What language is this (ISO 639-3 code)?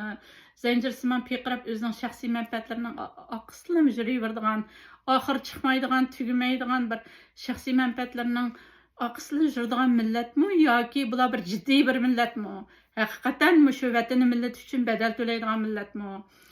uig